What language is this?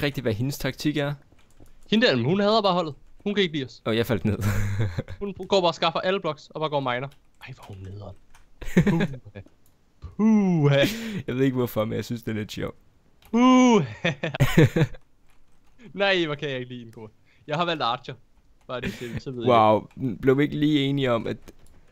Danish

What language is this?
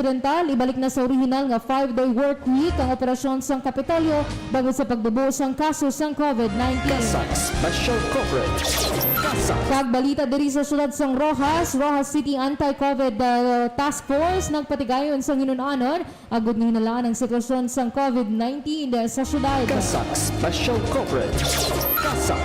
Hiligaynon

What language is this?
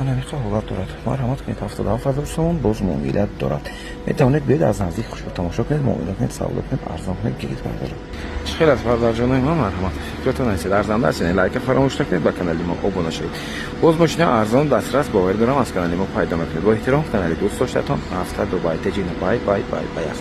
Tajik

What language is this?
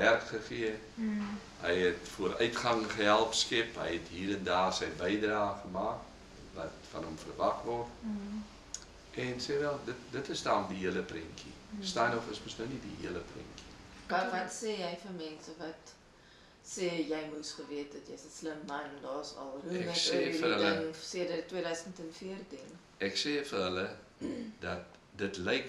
Afrikaans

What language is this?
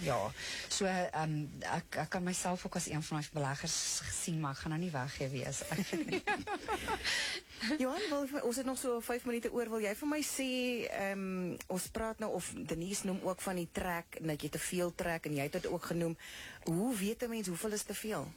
Afrikaans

